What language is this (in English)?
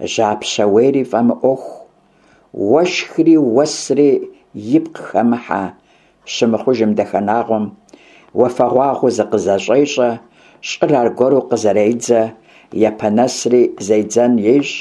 Kabardian